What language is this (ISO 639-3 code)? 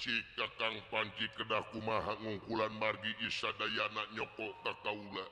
sun